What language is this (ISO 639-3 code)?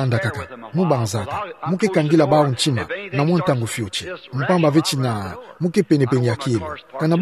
ktu